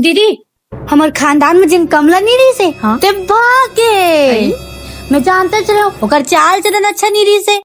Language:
Chhattisgarhi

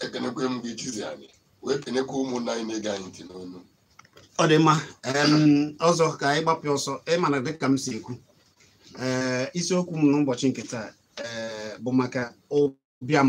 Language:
Igbo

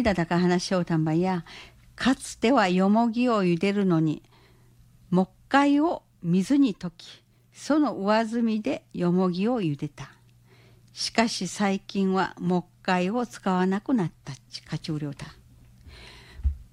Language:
Japanese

